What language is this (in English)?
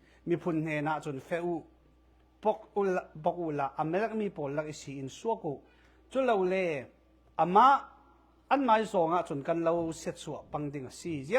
Falam Chin